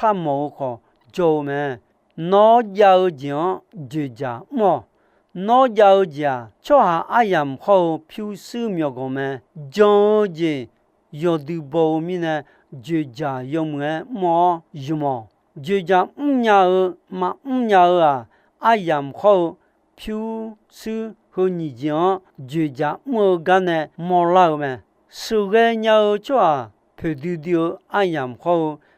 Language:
Akha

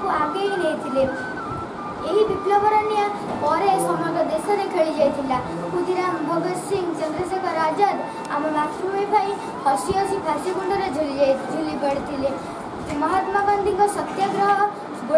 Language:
Odia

